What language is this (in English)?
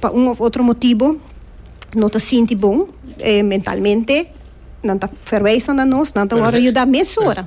Papiamento